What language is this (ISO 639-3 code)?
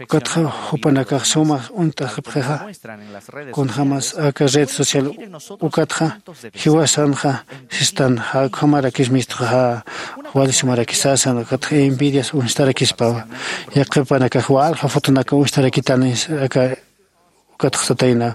aym